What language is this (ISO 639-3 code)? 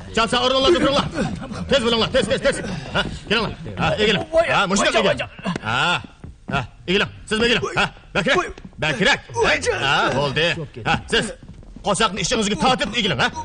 uig